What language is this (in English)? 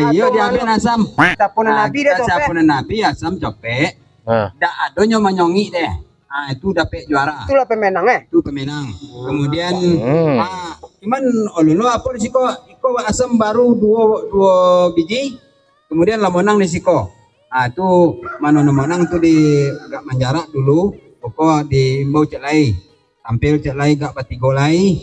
Minangkabau